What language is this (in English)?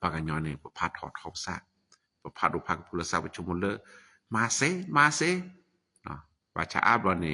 S'gaw Karen